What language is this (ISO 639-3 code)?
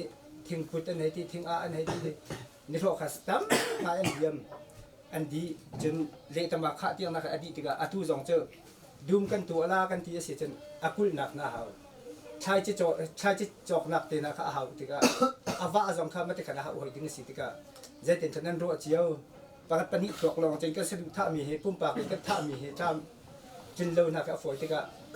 cnh